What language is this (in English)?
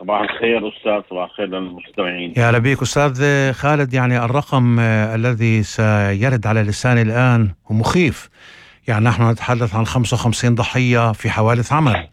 North Levantine Arabic